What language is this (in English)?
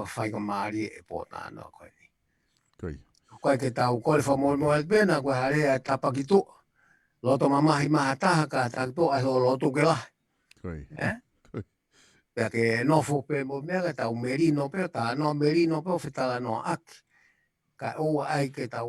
Tongan